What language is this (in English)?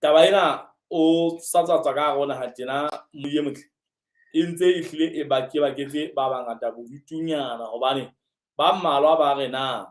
Southern Sotho